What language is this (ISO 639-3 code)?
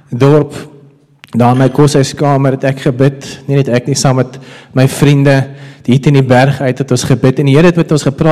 afr